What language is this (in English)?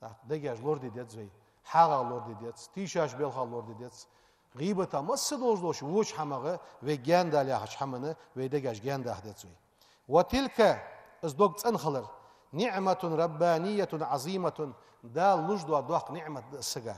Ingush